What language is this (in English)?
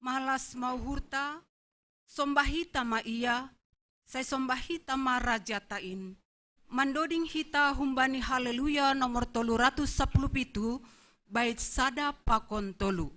Batak Simalungun